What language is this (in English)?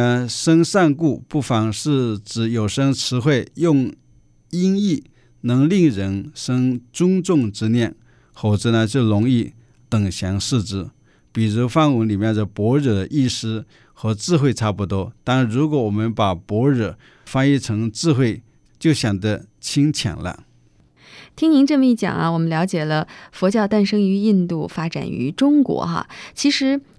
Chinese